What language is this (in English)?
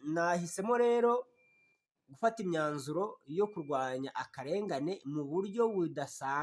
Kinyarwanda